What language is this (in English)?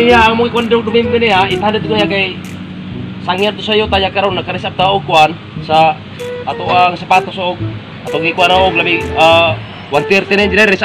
Cebuano